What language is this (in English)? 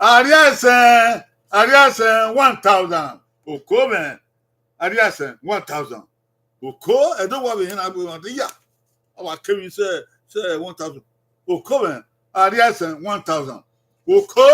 Bini